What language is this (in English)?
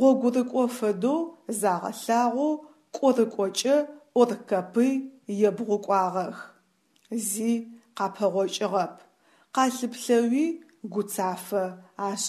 Adyghe